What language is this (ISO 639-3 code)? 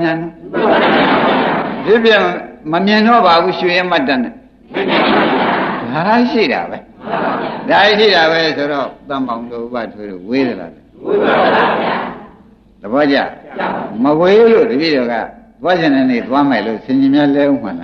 mya